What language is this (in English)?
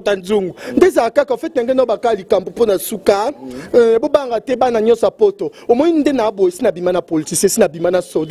Lingala